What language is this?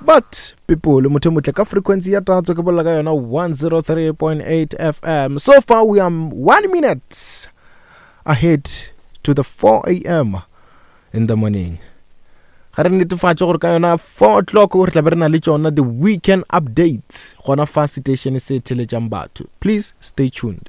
Northern Sotho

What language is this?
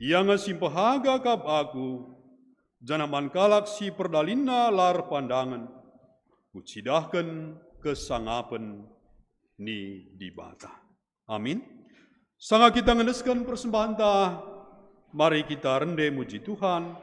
Batak Karo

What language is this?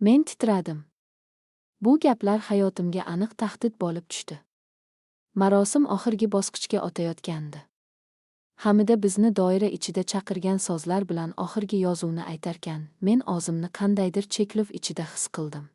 Uzbek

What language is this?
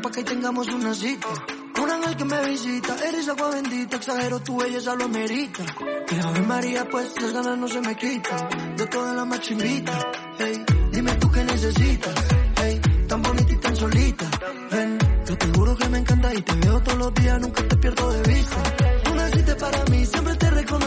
Spanish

